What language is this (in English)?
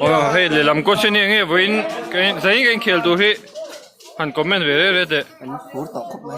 Mizo